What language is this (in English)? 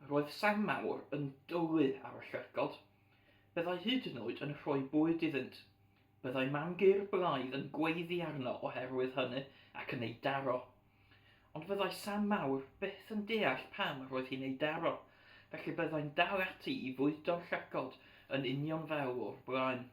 Welsh